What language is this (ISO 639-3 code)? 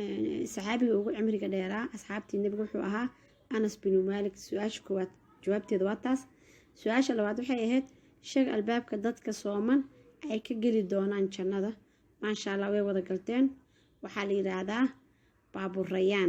som